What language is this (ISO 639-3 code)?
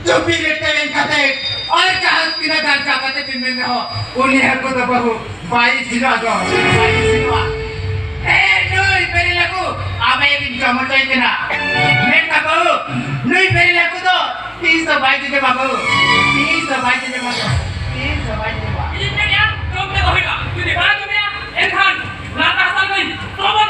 sat